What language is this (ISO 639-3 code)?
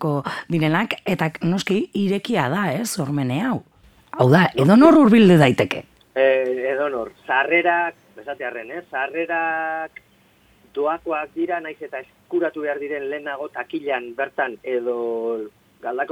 eus